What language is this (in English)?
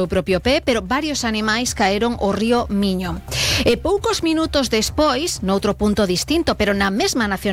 Galician